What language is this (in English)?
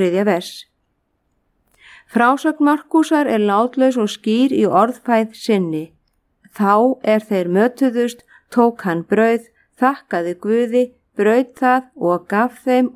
Icelandic